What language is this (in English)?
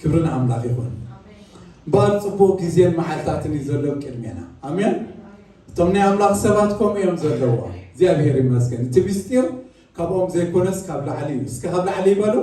Tigrinya